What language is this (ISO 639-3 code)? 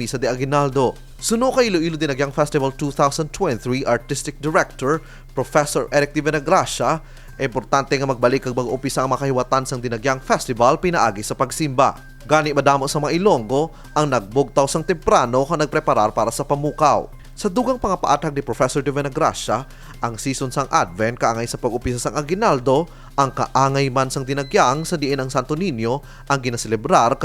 hil